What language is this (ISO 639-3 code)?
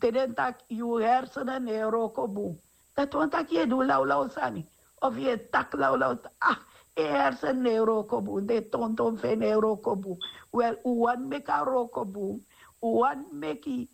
srn